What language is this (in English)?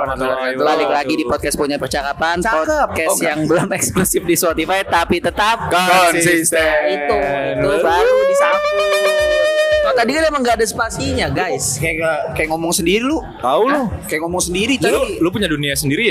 Indonesian